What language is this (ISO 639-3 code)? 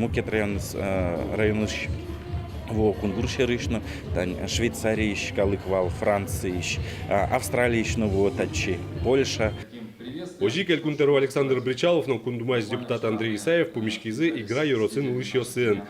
udm